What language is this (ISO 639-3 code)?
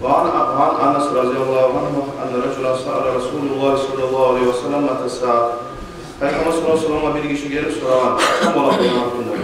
kum